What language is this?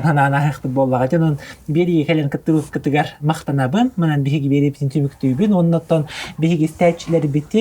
Yakut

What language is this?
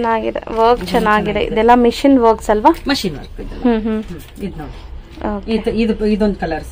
Kannada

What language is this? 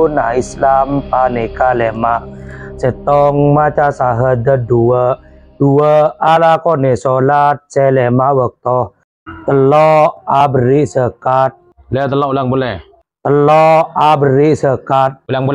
Madurese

